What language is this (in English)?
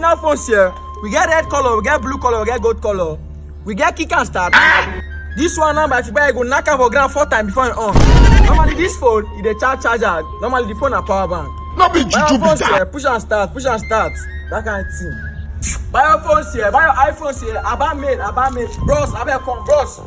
Nigerian Pidgin